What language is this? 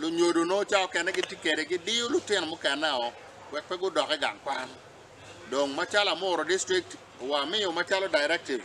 Acoli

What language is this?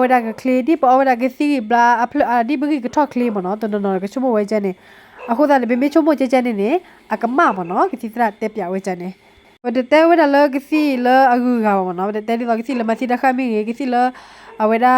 S'gaw Karen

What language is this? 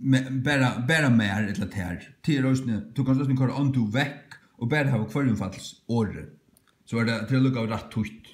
Faroese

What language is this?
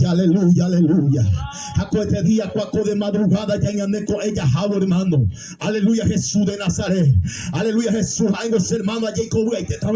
Guarani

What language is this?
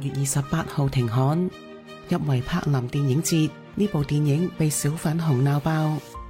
Cantonese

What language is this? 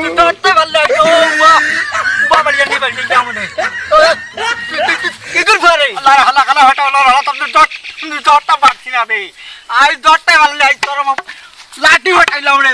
Sylheti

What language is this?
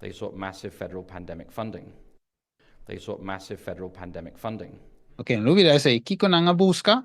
Papiamento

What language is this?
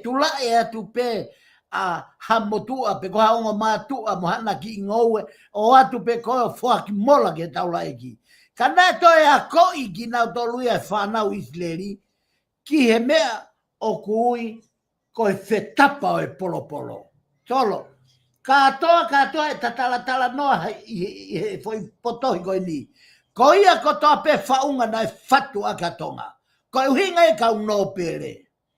Tongan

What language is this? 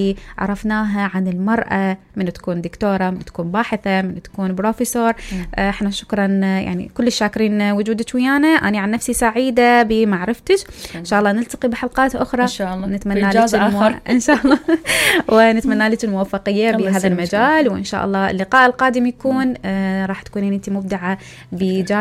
Mesopotamian Arabic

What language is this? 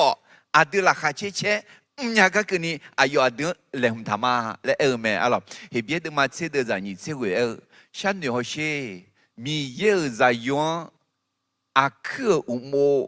Akha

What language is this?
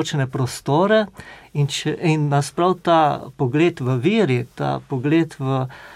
Slovenian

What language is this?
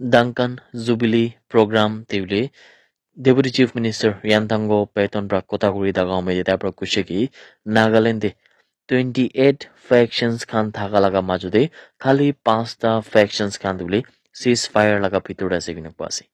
Naga Pidgin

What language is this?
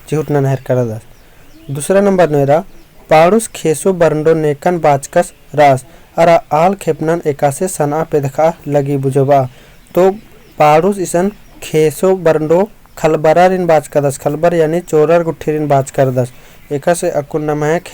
Kurukh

